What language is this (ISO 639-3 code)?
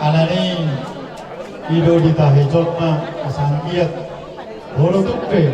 bbc